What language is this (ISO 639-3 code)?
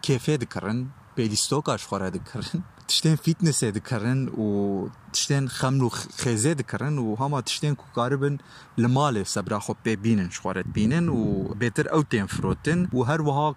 kur